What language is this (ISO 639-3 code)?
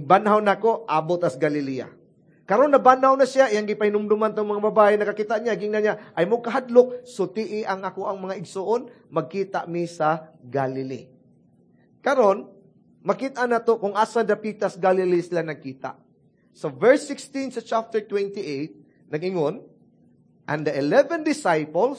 ceb